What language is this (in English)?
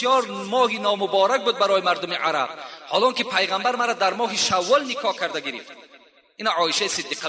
Tajik